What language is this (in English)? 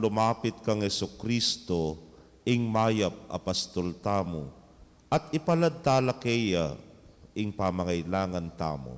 Pampanga